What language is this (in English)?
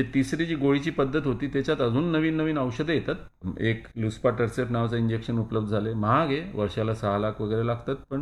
Marathi